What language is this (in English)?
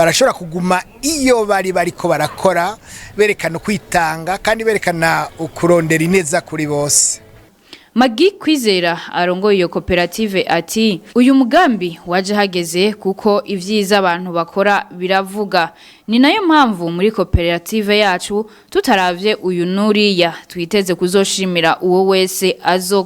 Rundi